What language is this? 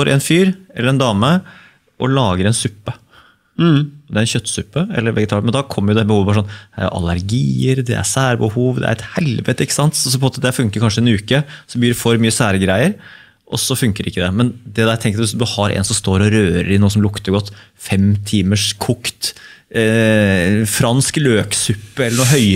Norwegian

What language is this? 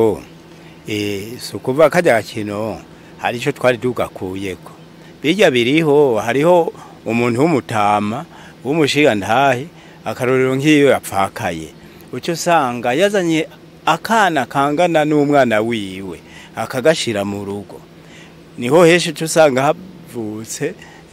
Rundi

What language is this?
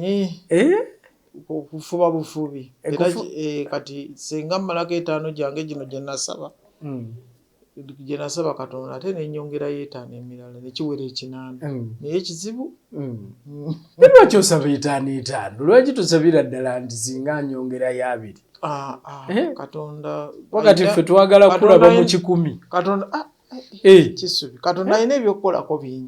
Ganda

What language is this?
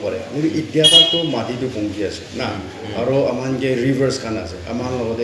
Naga Pidgin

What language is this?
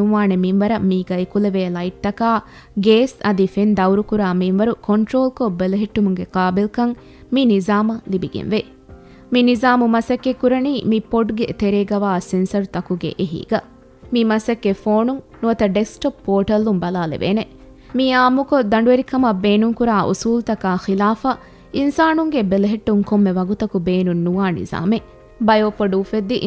Divehi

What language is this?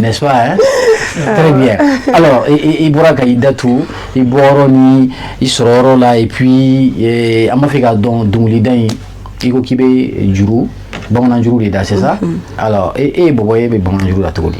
Bambara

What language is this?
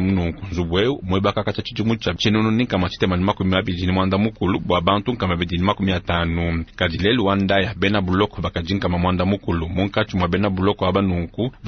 Luba-Lulua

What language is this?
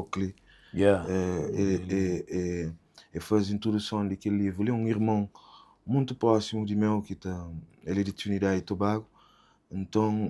Kabuverdianu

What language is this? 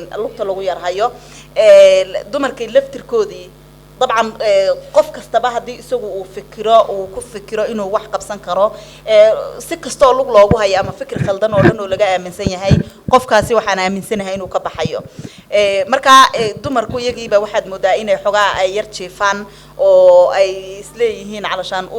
Somali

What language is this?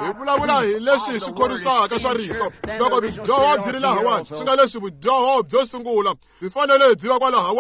Tsonga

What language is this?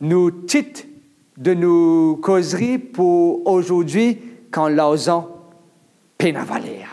Morisyen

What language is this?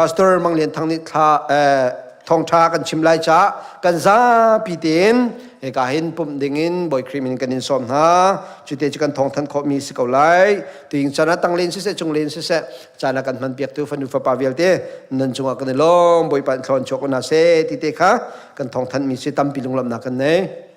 Hakha Chin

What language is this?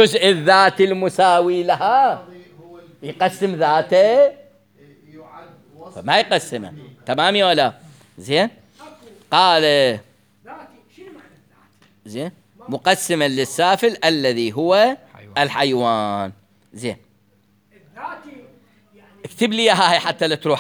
Mesopotamian Arabic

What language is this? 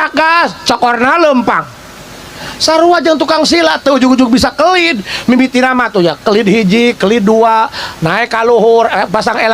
Sundanese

